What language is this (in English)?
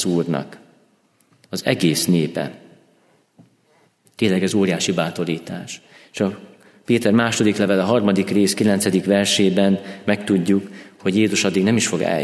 Hungarian